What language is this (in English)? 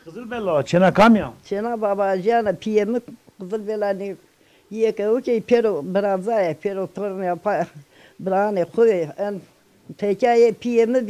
Zaza